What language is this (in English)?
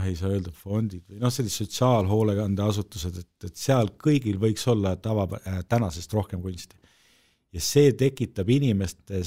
Estonian